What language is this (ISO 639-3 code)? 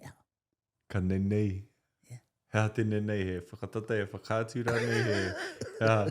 mri